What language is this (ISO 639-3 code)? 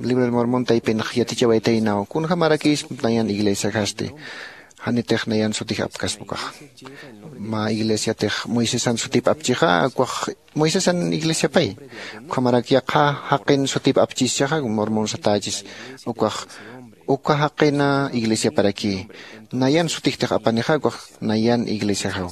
aym